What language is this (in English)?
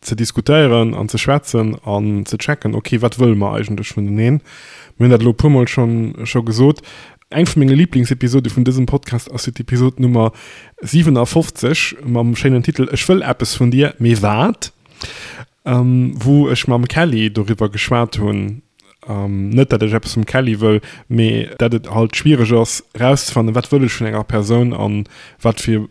Luxembourgish